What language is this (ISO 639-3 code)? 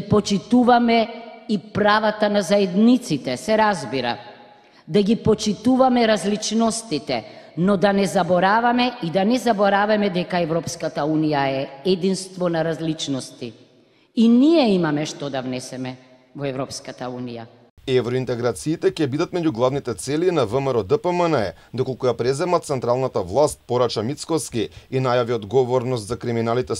mkd